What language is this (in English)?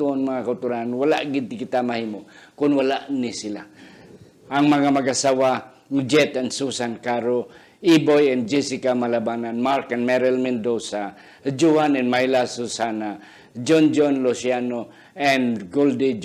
Hiligaynon